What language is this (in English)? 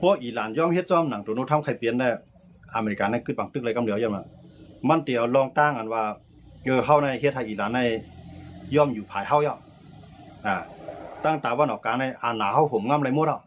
Shan